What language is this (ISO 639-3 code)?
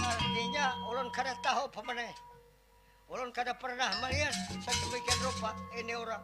bjn